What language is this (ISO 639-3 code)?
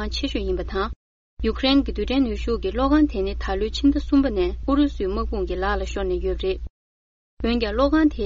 bod